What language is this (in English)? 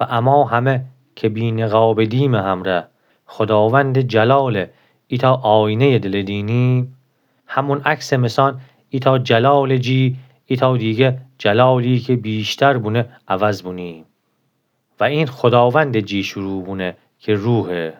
Gilaki